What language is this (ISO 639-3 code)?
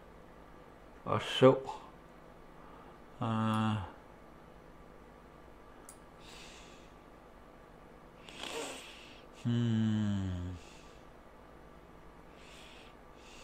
dan